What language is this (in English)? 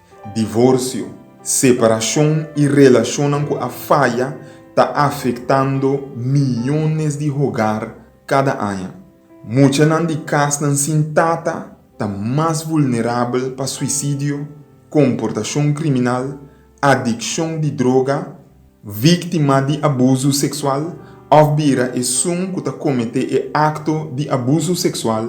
Papiamento